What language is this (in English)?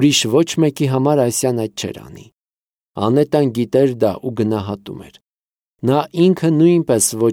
Armenian